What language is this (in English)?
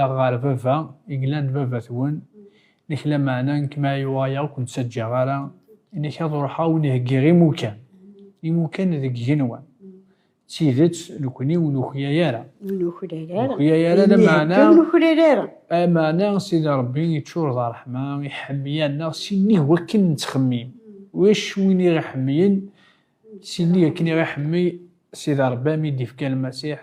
Kabyle